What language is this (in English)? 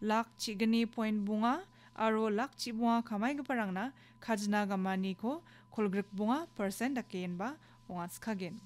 Garo